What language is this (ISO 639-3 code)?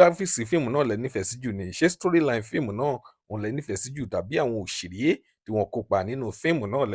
yor